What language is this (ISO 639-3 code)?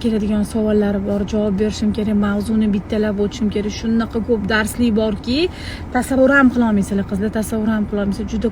uzb